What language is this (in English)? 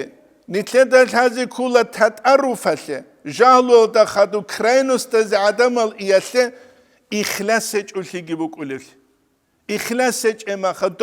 Avaric